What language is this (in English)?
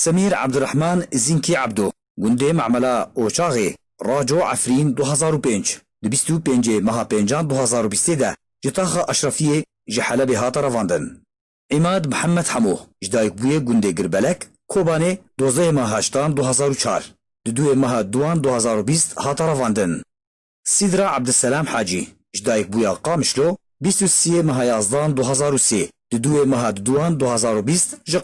Kurdish